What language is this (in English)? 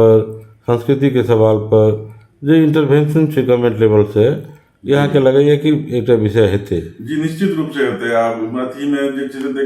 Maithili